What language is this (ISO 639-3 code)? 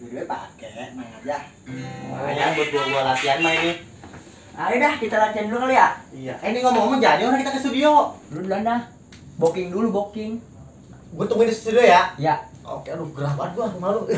bew